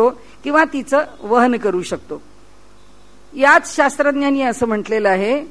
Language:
Marathi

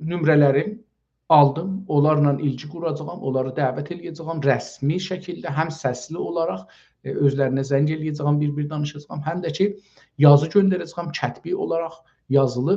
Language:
South Azerbaijani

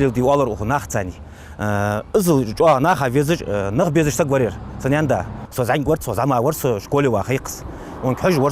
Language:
Ingush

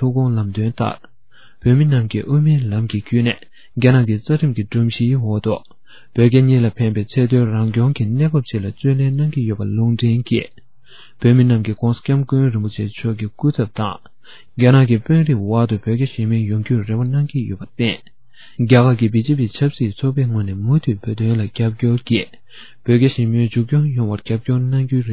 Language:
Tibetan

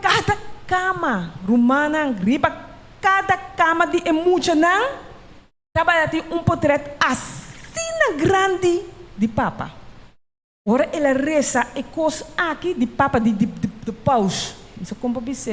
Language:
Papiamento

